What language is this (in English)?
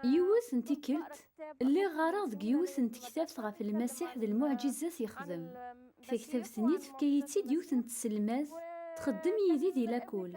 Kabyle